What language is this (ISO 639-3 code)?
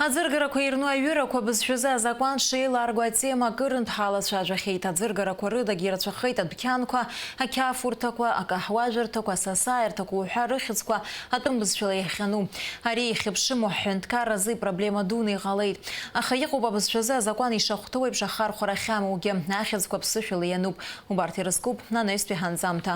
abk